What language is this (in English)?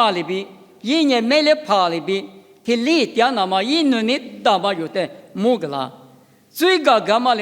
Lisu